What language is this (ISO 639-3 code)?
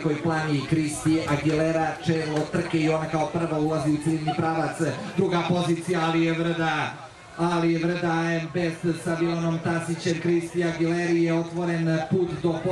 srp